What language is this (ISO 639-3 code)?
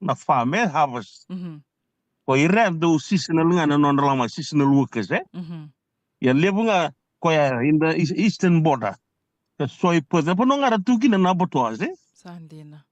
fij